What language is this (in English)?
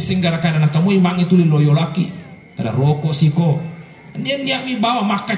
Buginese